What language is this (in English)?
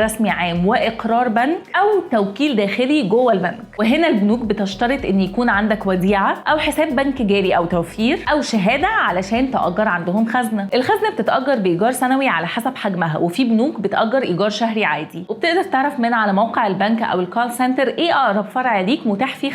Egyptian Arabic